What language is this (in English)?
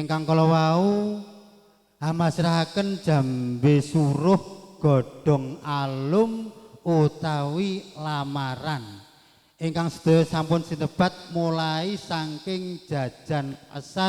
Javanese